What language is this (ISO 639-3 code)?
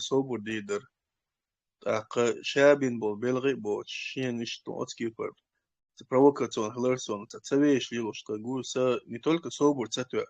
che